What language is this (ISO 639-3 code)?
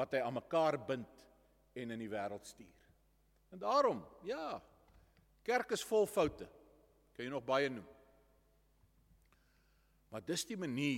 afr